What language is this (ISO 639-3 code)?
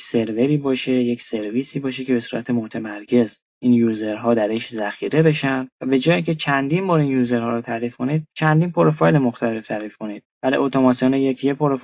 fas